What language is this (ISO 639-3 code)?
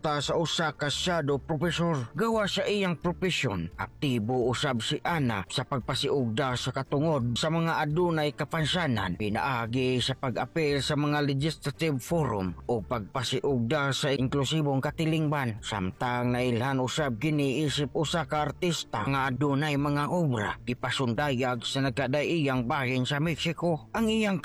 ceb